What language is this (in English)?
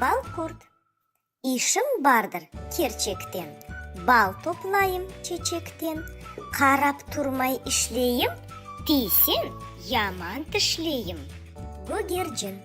Crimean Tatar